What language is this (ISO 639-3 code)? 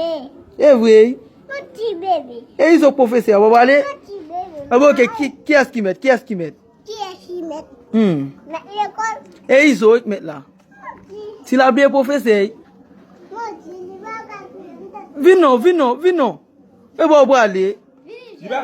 hat